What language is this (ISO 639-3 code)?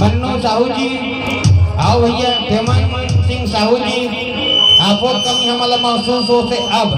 hne